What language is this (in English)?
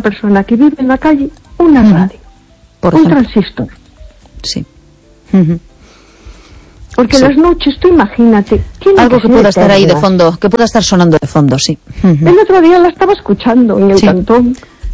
Spanish